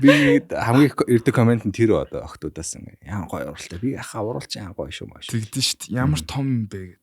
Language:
Mongolian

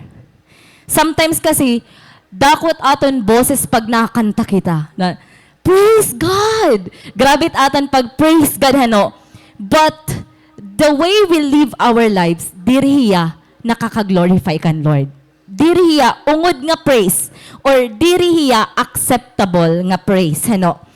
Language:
Waray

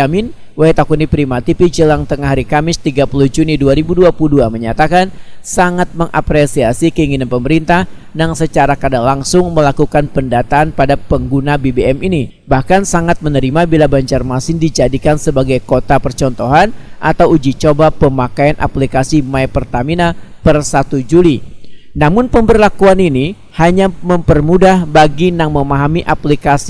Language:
Banjar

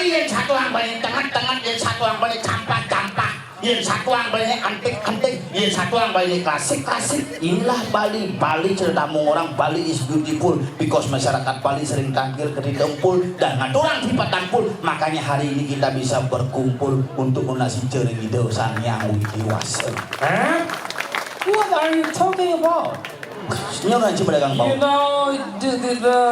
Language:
Balinese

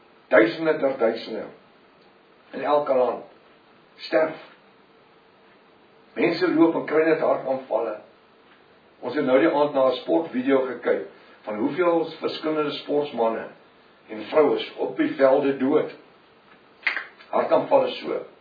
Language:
Afrikaans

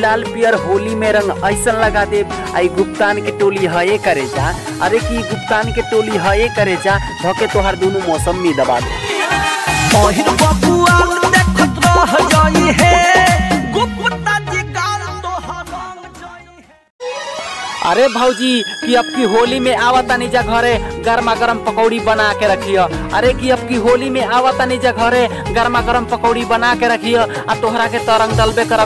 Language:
Bhojpuri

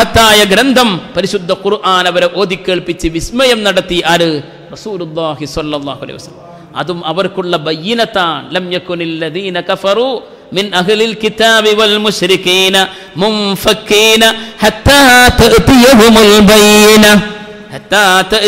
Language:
Malayalam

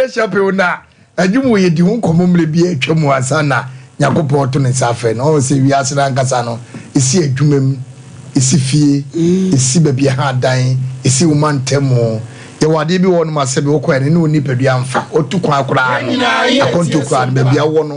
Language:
Akan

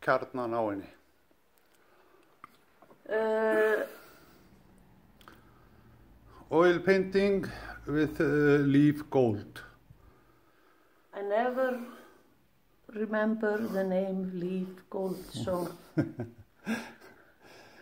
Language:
Icelandic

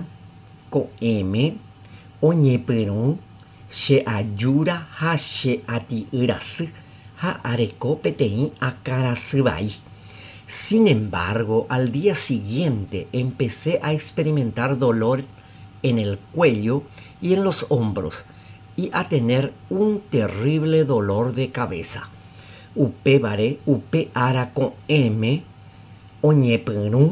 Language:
Guarani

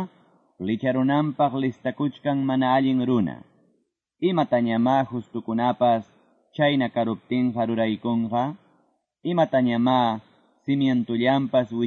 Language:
Quechua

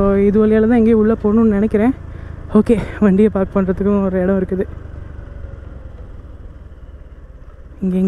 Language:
Tamil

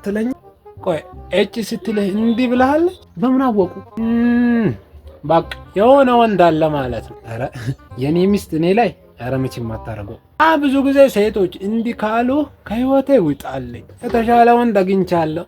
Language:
Amharic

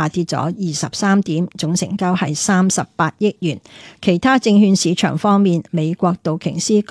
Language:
Cantonese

